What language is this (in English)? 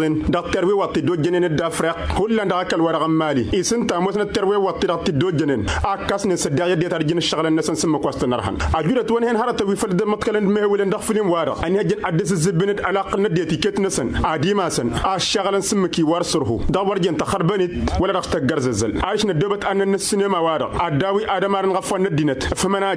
Tamasheq